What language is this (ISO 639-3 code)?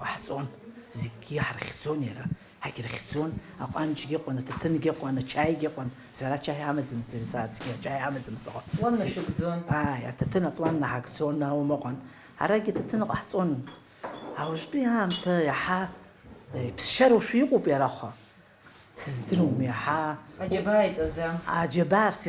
abk